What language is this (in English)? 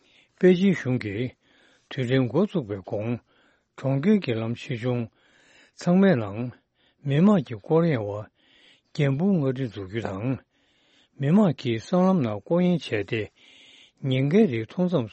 Tibetan